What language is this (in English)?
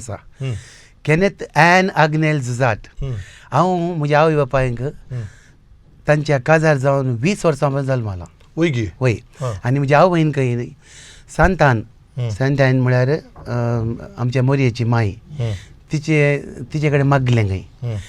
Konkani